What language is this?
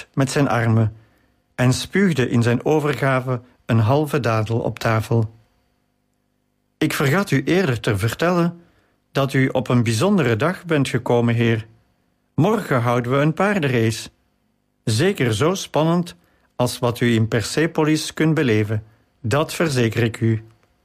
Dutch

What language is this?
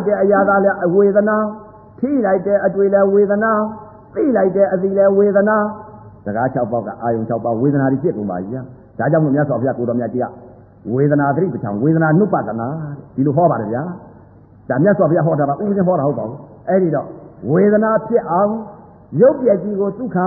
Burmese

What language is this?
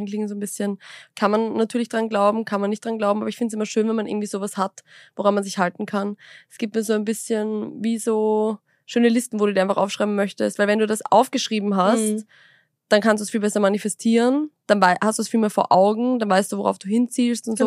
German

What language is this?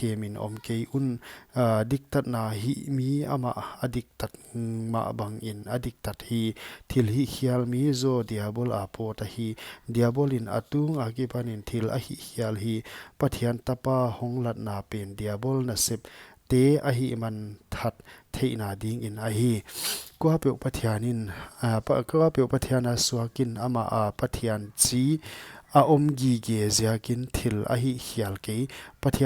Paite Chin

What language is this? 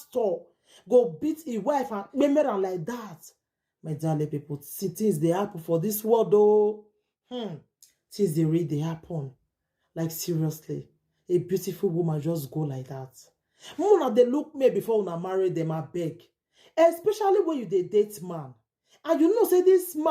Nigerian Pidgin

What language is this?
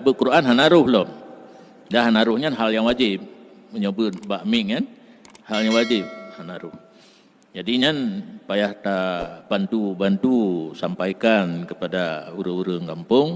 Achinese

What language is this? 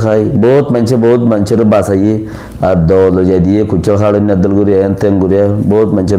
Rohingya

